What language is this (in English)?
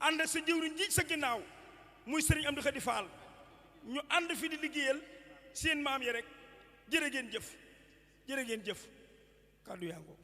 Wolof